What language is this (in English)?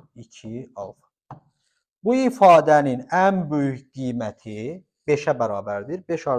Azerbaijani